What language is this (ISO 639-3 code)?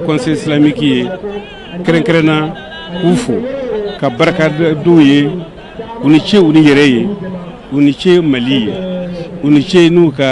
bam